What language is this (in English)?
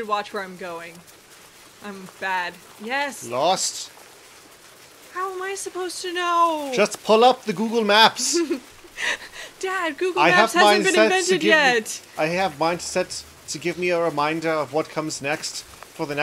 English